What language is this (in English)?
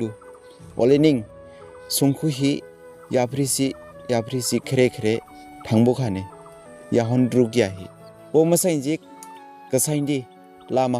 Dimasa